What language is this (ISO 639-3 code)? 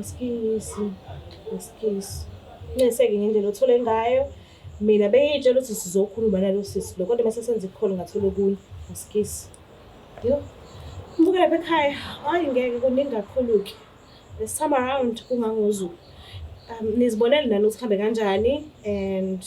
zul